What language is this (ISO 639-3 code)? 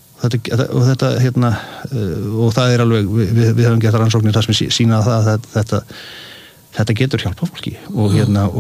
isl